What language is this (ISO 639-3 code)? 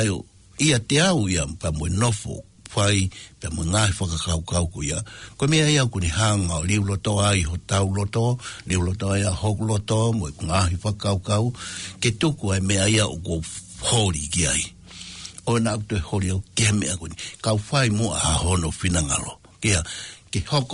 ton